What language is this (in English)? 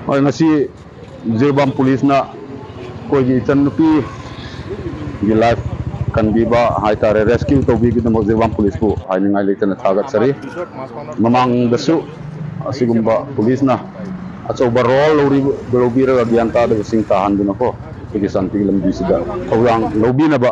Manipuri